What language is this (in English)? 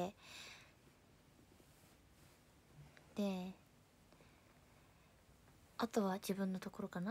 Japanese